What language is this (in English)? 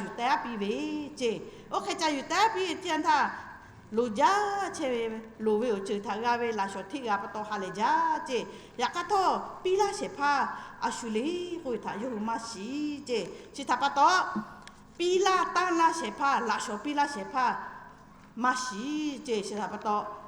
Lahu